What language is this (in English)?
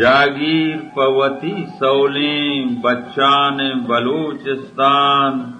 Eastern Balochi